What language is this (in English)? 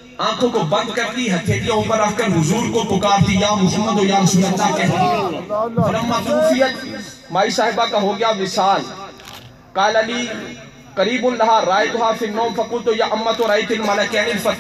Urdu